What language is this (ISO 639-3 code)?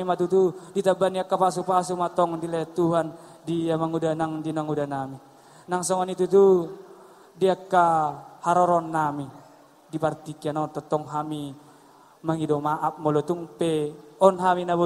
bbc